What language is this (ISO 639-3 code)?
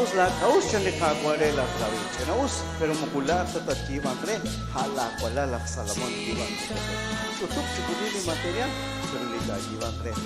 kek